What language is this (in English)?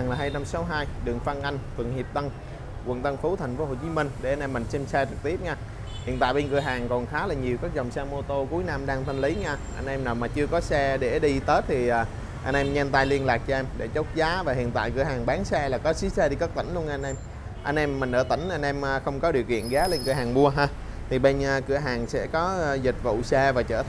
Vietnamese